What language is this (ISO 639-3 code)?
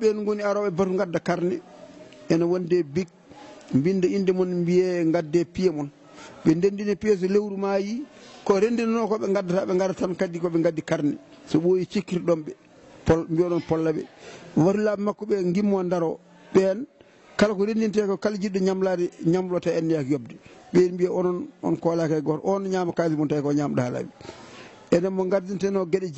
ful